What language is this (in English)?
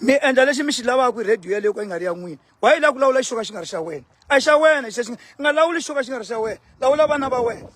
Tsonga